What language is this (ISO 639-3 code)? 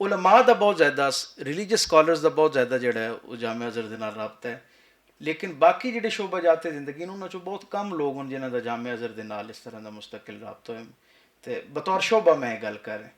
lah